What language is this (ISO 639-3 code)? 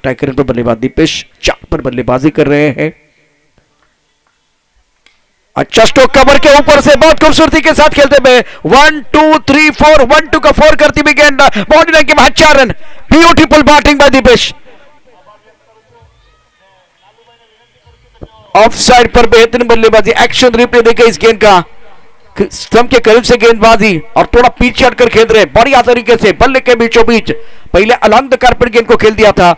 hin